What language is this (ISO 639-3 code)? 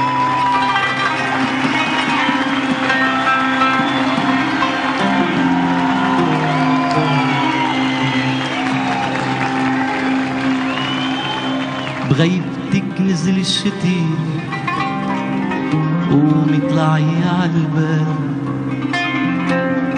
ita